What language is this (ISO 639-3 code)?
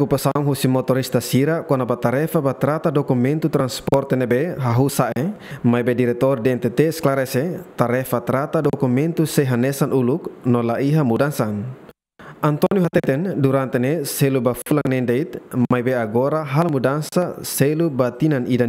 tet